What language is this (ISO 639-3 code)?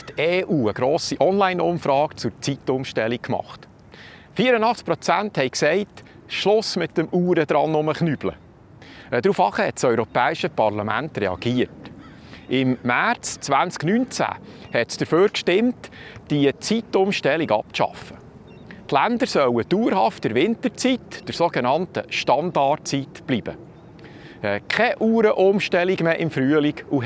gsw